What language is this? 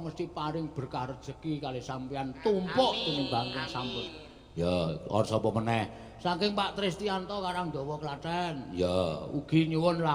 Javanese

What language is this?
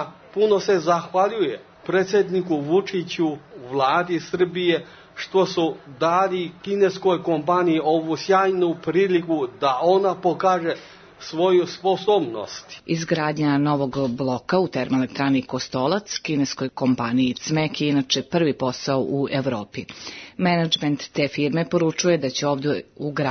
Serbian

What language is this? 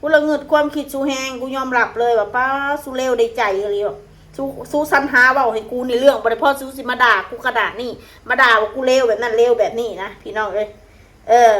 Northeastern Thai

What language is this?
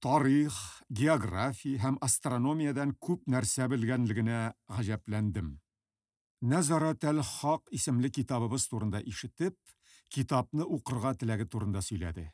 Tatar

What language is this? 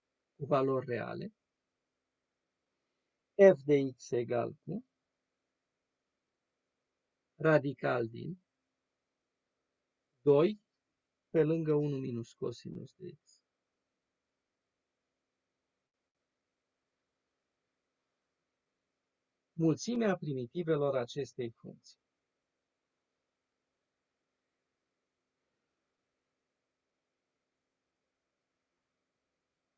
Romanian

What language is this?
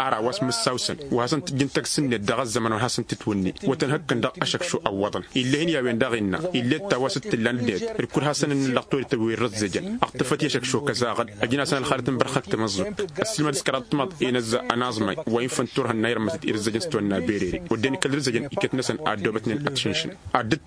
Tamasheq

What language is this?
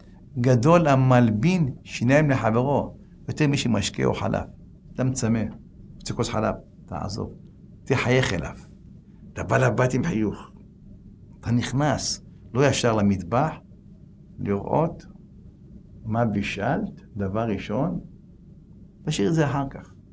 Hebrew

